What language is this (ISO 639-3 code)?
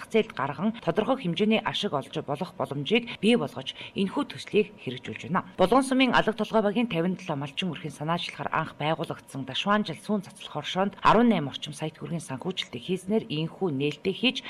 mon